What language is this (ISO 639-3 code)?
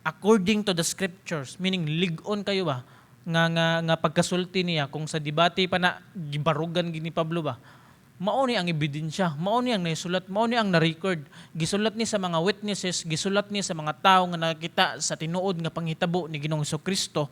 ceb